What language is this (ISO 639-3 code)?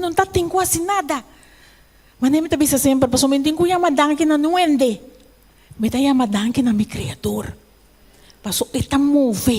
pap